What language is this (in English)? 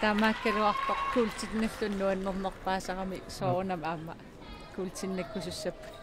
Kalaallisut